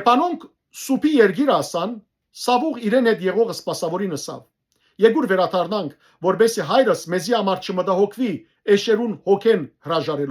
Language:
Western Armenian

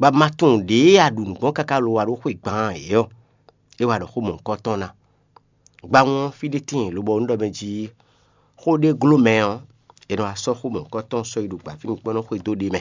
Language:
Fon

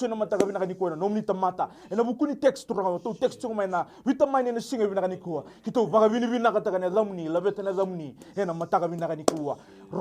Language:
Fijian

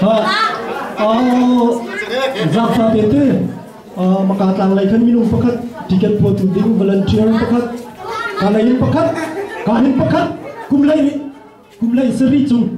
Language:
Hakha Chin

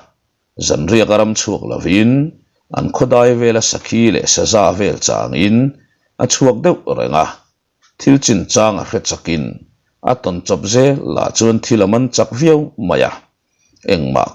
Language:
Mizo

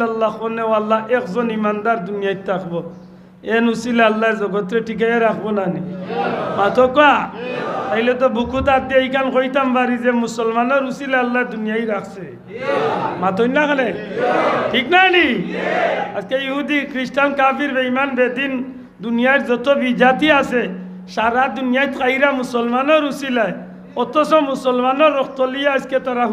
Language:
Sylheti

